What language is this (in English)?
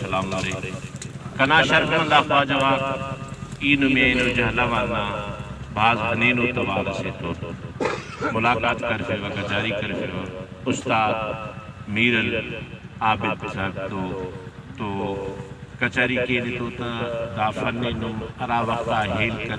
Brahui